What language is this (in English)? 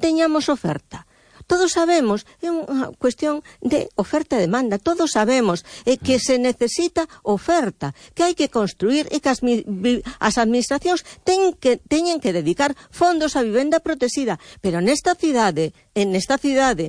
Galician